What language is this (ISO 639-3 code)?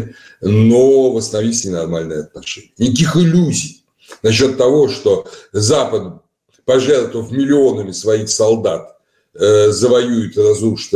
rus